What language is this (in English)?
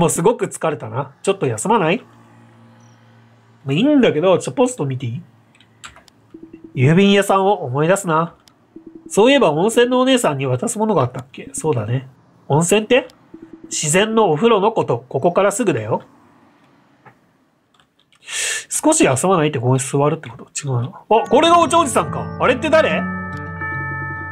Japanese